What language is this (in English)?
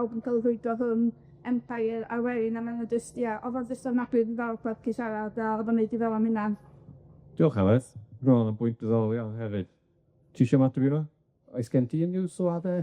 Welsh